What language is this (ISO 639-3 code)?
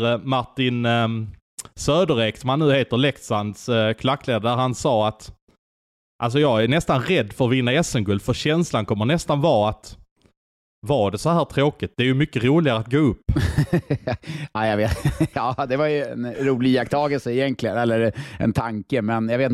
swe